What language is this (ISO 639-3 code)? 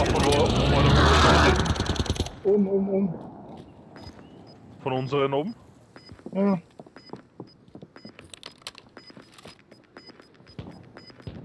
deu